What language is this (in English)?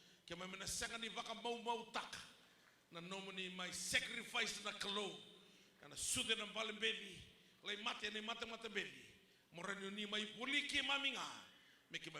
Fijian